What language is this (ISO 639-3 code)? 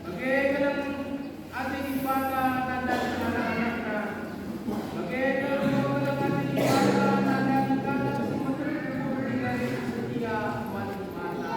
btx